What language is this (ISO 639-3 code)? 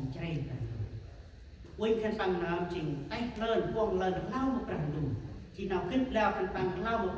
cmo